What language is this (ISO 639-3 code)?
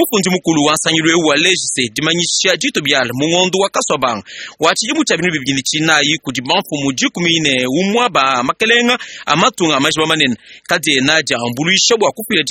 lua